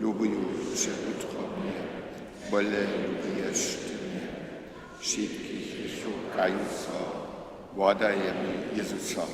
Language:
Upper Sorbian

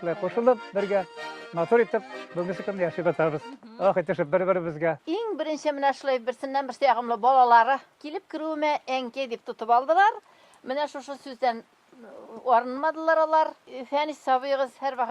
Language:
Bashkir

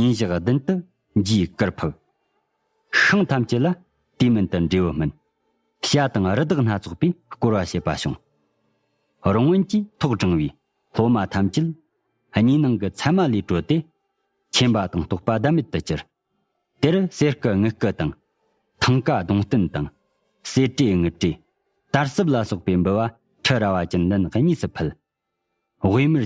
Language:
Tibetan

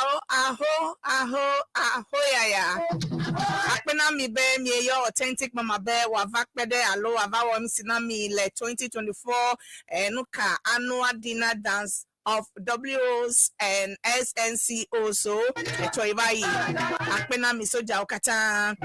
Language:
Ewe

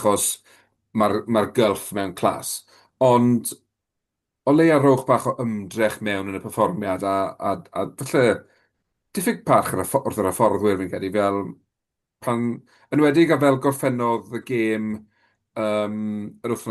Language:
Welsh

